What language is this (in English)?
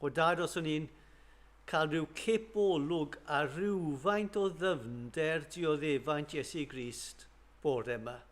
Welsh